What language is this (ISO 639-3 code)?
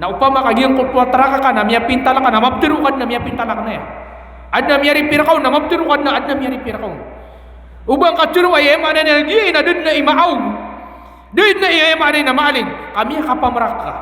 mrw